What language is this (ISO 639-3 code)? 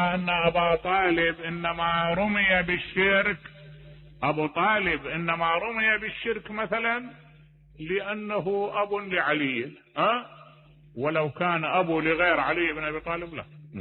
acm